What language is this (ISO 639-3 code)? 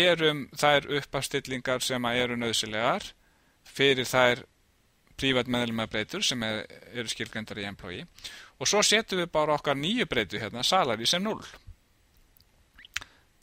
isl